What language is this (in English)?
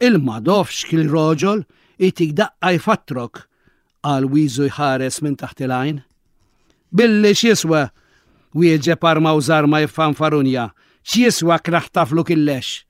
Maltese